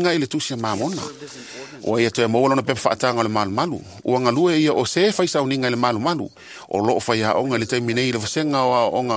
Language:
Samoan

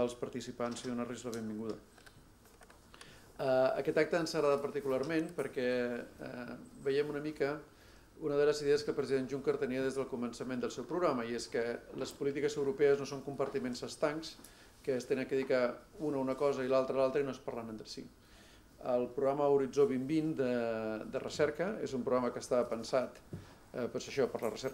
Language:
Catalan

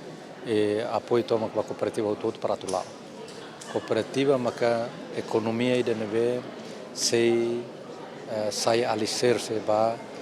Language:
Tetum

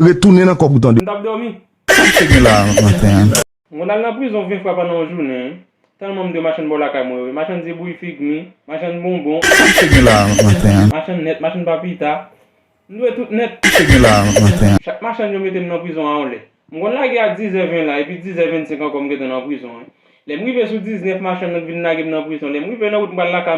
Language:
Haitian Creole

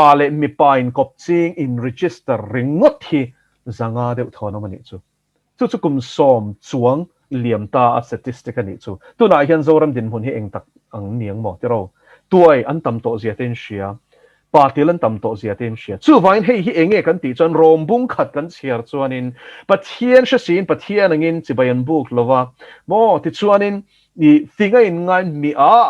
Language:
Mizo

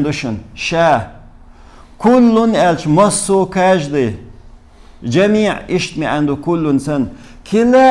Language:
Chechen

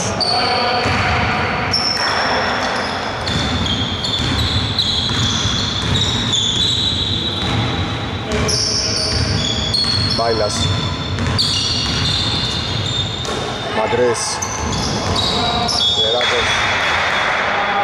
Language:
Greek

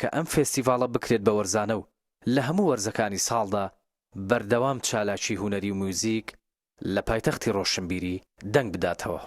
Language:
Central Kurdish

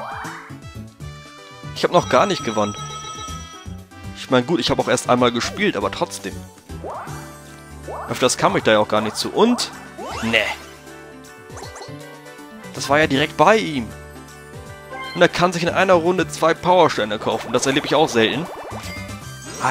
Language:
German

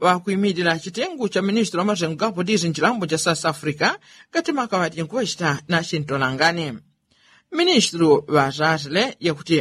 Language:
Yao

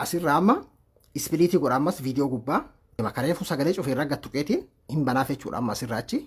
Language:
Oromo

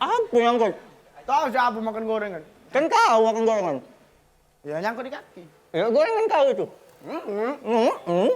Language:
Musi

